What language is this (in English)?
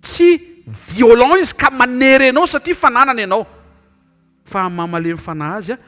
Malagasy